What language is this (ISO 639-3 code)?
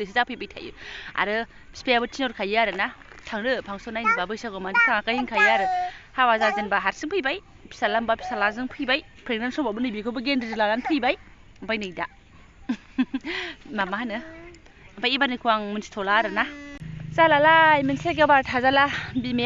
brx